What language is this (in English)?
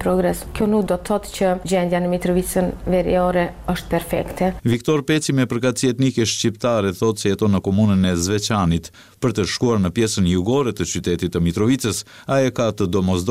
Albanian